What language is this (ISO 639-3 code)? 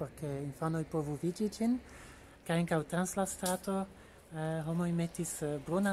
epo